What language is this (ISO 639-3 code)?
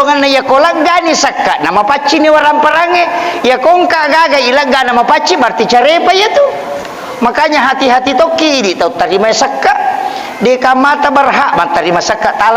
bug